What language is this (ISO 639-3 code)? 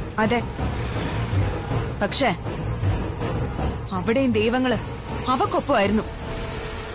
mal